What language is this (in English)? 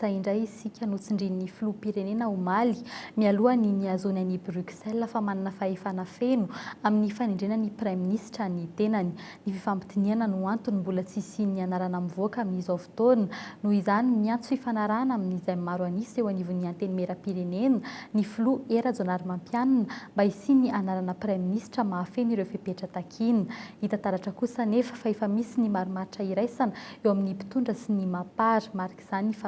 Malagasy